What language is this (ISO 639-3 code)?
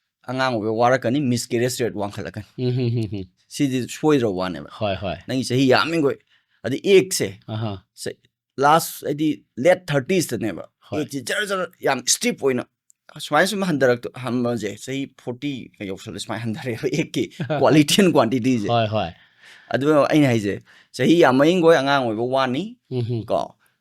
mni